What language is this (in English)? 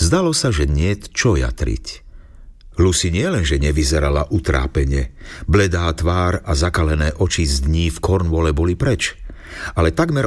Slovak